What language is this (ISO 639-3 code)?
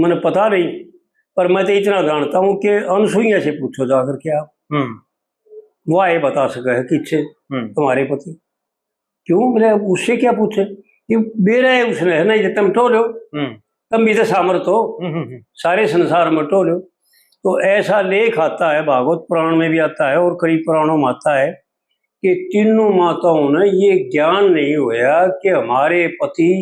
bgc